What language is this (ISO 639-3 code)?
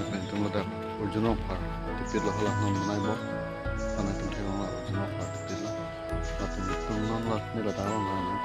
mjw